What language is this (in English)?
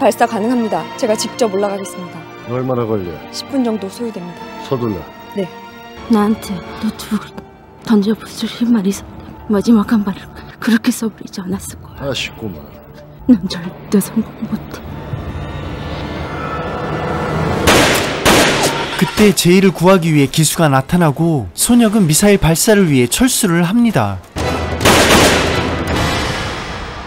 Korean